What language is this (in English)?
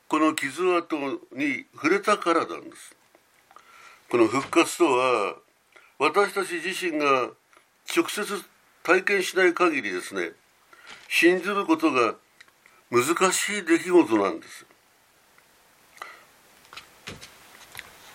Japanese